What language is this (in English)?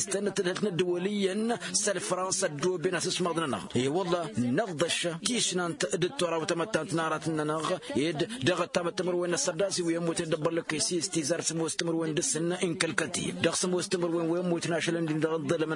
Tamasheq